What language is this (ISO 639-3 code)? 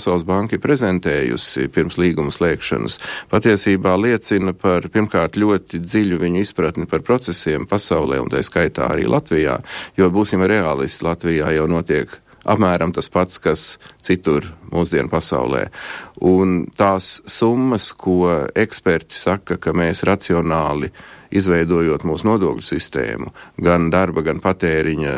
lav